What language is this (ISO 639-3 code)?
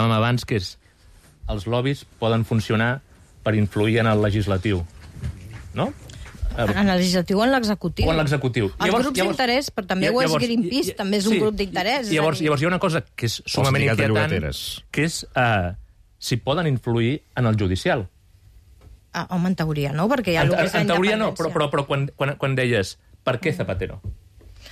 cat